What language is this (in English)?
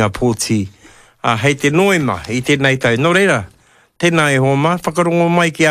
Māori